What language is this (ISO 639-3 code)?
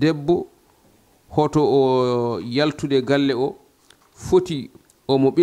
ful